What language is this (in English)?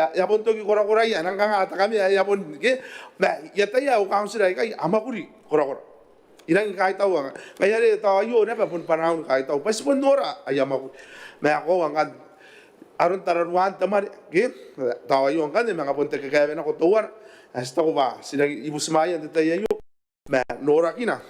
Gilbertese